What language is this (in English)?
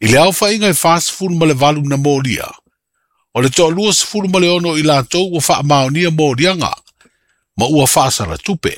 Samoan